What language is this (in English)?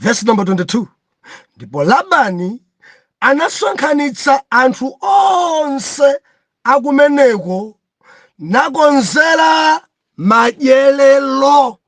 Nyanja